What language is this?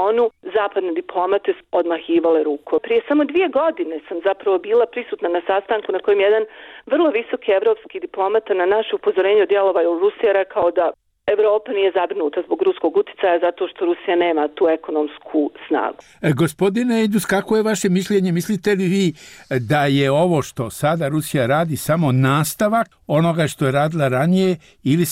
Bosnian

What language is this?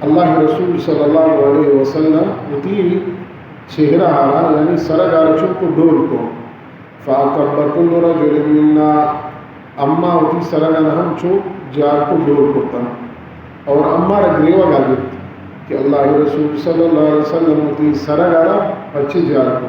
Baluchi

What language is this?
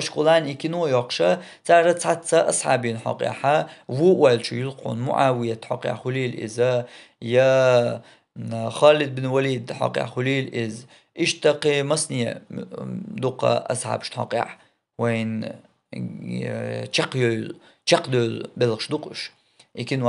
Chechen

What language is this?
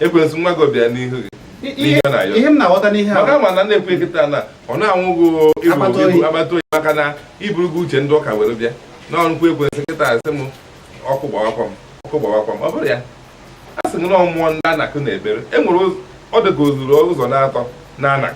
Igbo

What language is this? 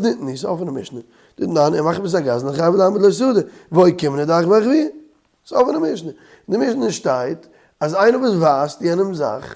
Yiddish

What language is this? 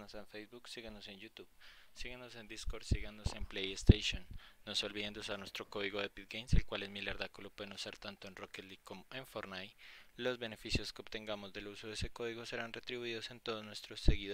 Spanish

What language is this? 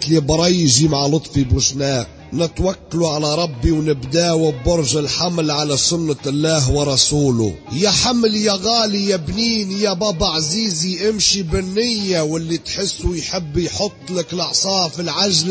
Tunisian Arabic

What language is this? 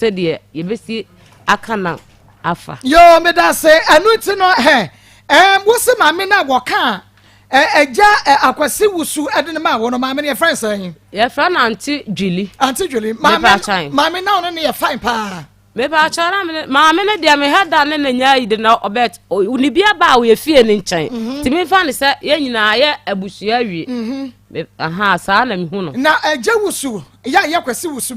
Akan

